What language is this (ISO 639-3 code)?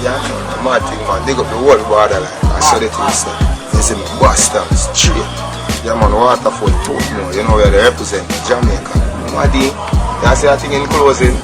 jam